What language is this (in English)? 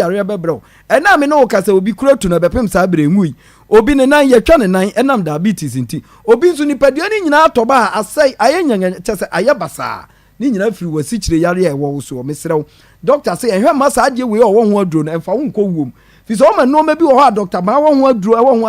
Akan